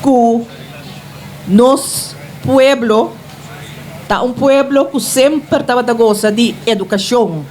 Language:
Papiamento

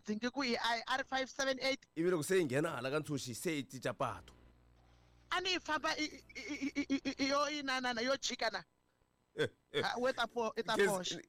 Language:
Tsonga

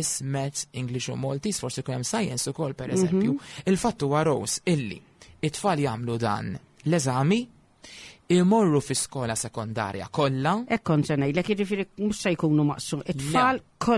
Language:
Maltese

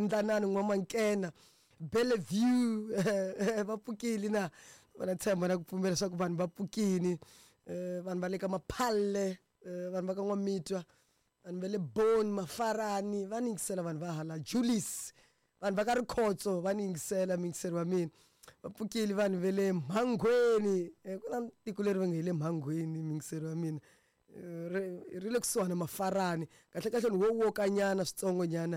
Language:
Tsonga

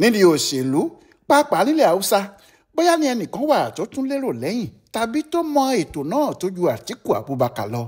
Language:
Yoruba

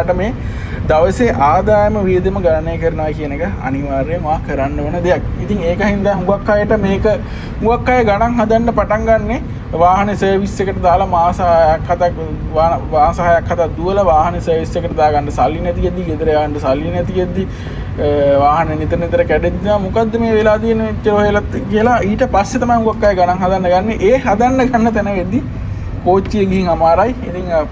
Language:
Sinhala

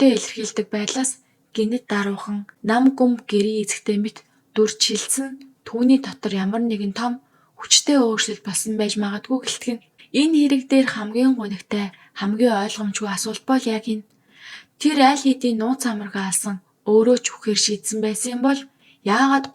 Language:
Mongolian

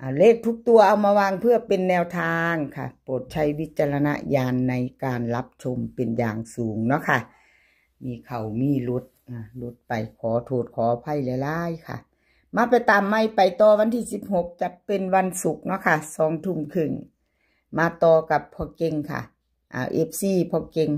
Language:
Northeastern Thai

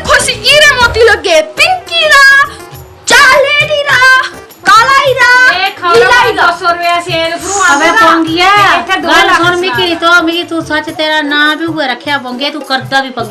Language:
Dogri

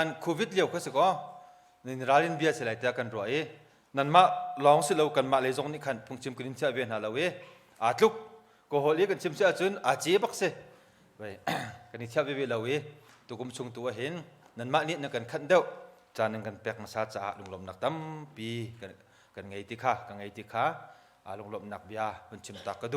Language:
Hakha Chin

